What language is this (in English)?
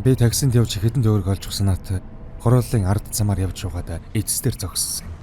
Mongolian